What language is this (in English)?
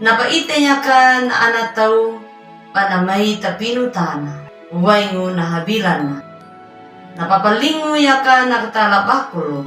Anakalangu